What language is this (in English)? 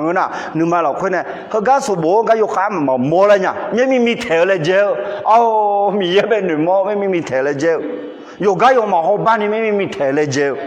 Akha